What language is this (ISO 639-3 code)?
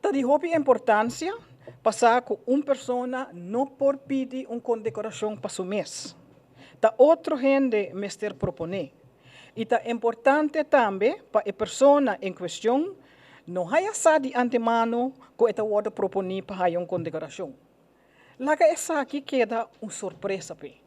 pap